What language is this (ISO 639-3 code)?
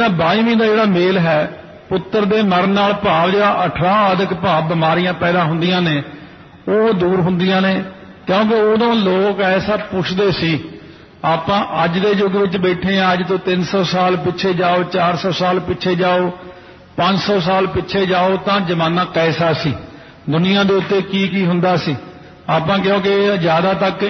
pan